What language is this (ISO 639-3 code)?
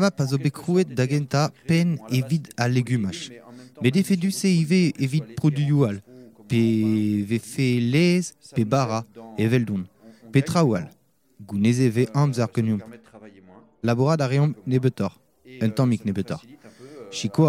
bre